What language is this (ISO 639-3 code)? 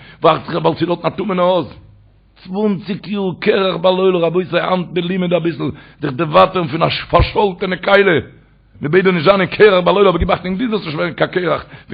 yid